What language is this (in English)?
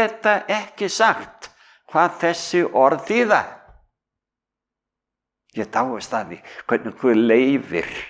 Icelandic